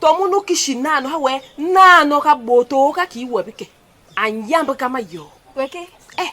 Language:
Basaa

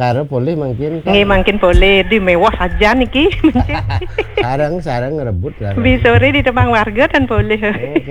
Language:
Balinese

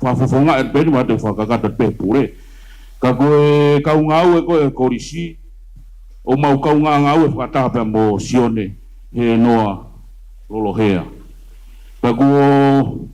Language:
Tongan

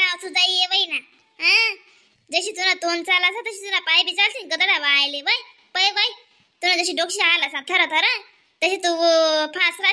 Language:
Khandesi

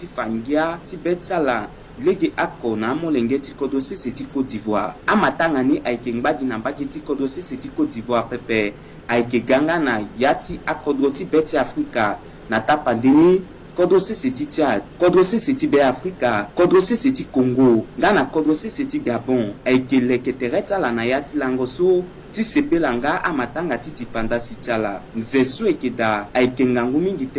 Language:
Sango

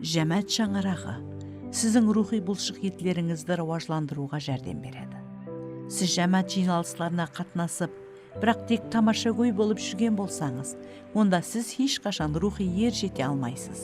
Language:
Kara-Kalpak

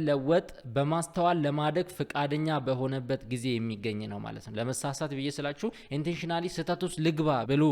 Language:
Amharic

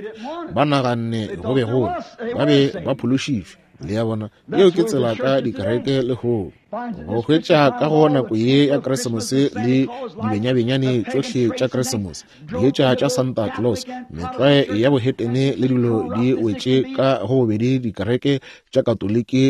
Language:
Northern Sotho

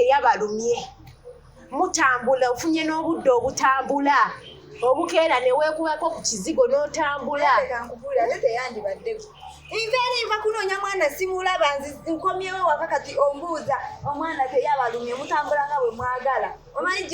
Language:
Ganda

